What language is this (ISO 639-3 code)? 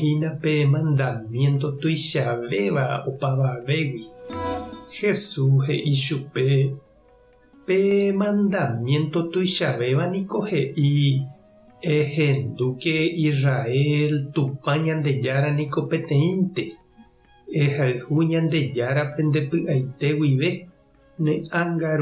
grn